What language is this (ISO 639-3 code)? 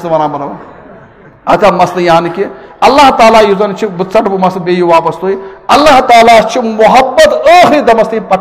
kas